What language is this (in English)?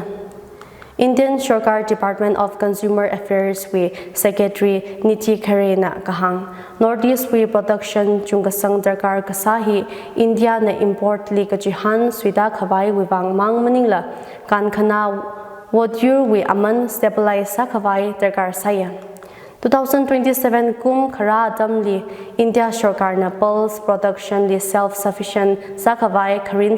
Tangkhul Naga (India)